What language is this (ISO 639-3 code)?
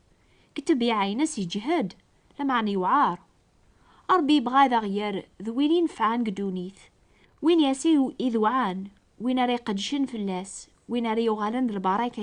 kab